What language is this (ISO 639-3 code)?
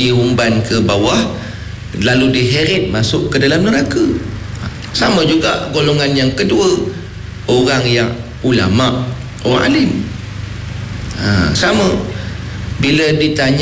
msa